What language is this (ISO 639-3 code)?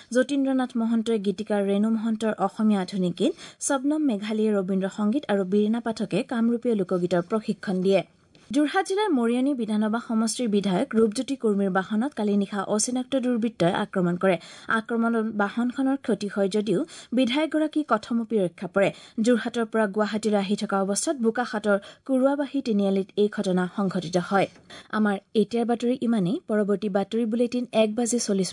asm